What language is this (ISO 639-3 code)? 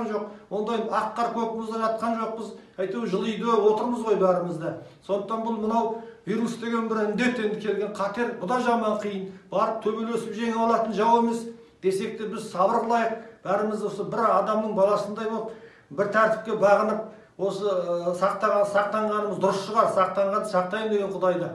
kir